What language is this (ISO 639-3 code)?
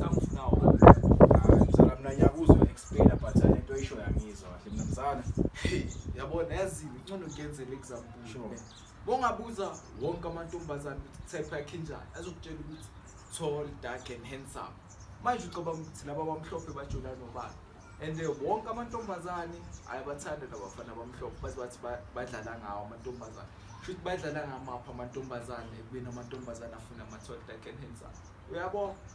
zul